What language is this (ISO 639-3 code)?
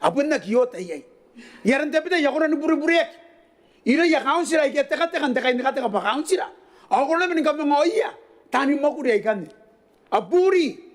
gil